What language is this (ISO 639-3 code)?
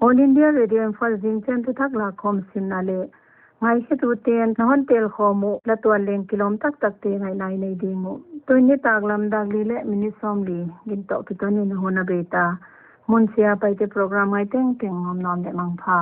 pck